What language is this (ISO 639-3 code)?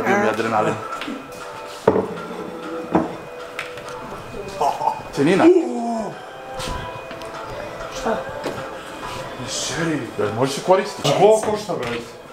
srp